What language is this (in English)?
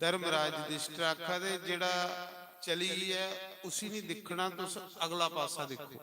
Dogri